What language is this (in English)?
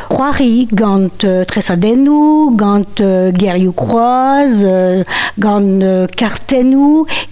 Breton